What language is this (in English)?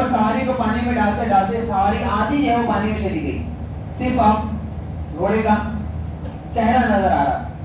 Urdu